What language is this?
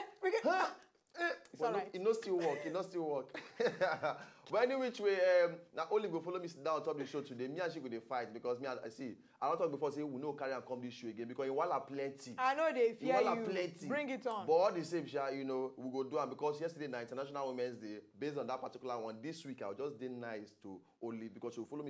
Nigerian Pidgin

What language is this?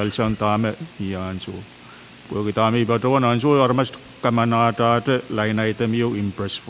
Pohnpeian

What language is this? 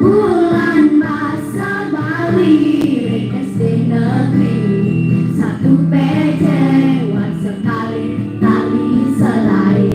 Balinese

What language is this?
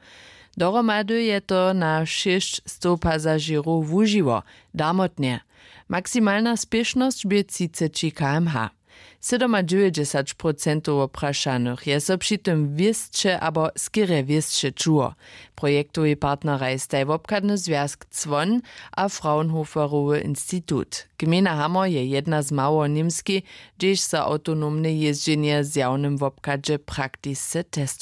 Upper Sorbian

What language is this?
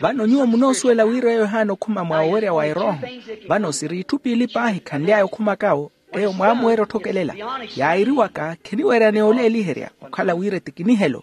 Makhuwa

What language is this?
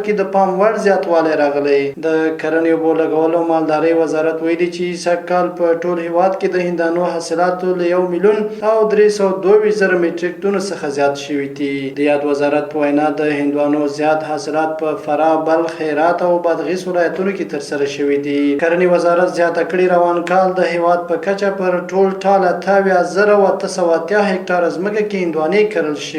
Pashto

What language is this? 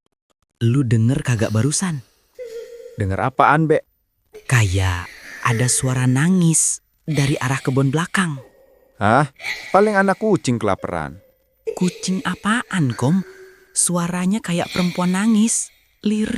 Betawi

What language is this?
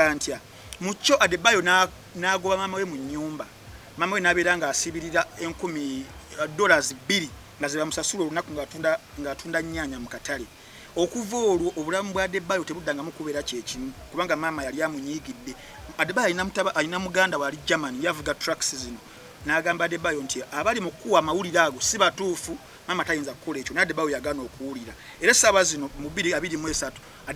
Ganda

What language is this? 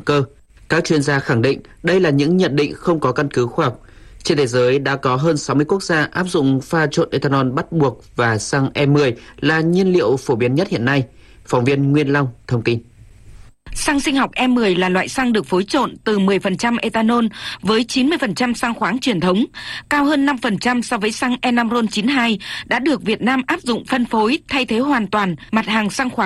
Vietnamese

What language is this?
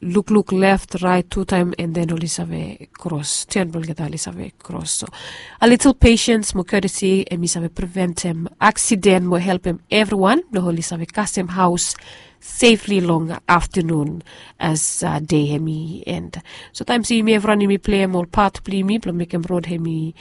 Bislama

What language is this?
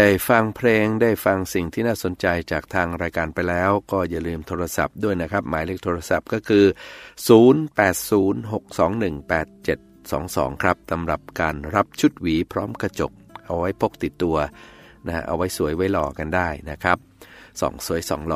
Thai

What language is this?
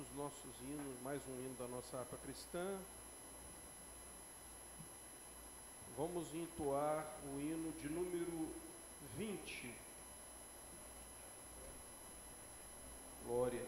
Portuguese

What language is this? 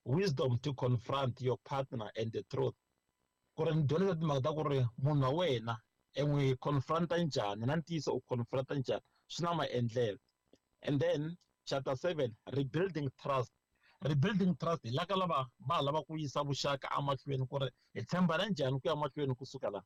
Tsonga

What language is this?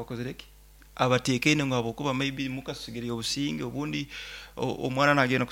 Nyoro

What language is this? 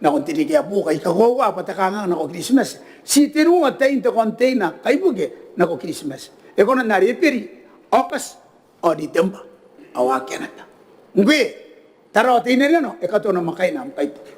Gilbertese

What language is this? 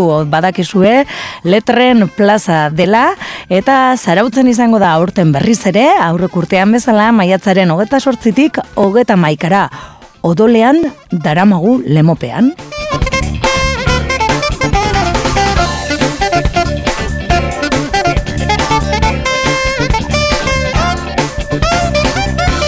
Basque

